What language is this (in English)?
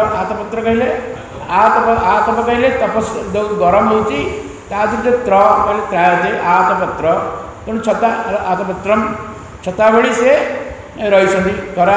Odia